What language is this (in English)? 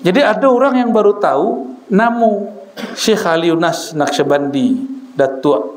Minangkabau